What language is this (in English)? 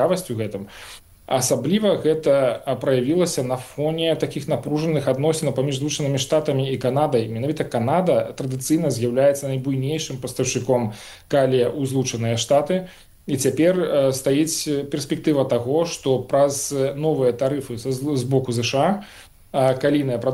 Belarusian